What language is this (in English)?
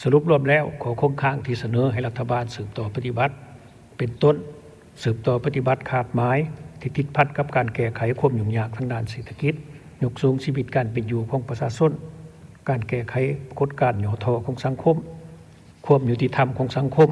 Lao